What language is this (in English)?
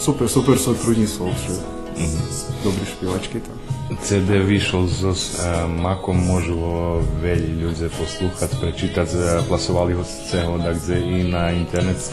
Rusyn